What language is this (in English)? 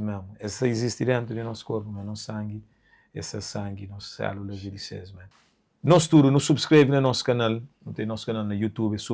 Kabuverdianu